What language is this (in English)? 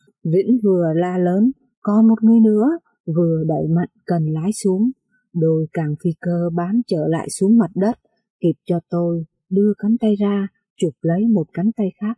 Vietnamese